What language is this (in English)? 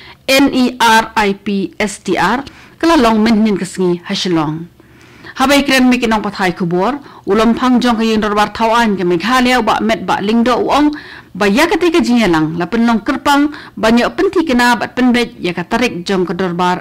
Khasi